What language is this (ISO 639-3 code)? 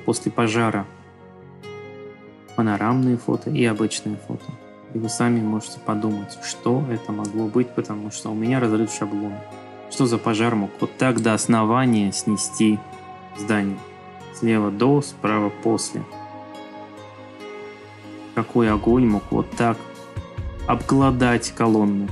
rus